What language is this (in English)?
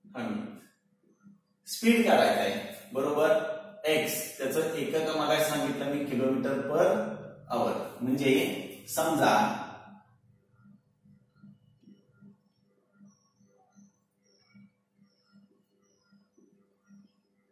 Marathi